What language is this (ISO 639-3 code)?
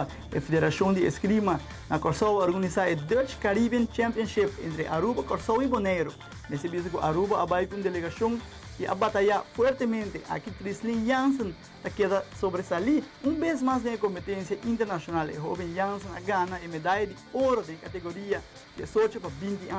pap